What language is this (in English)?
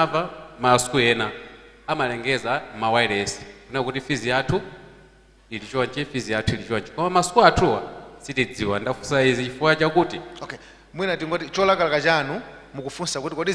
Nyanja